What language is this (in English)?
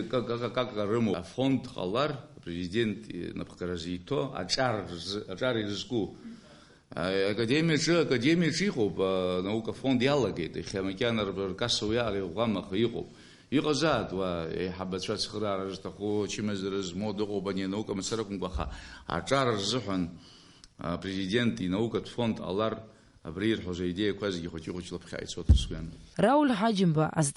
Abkhazian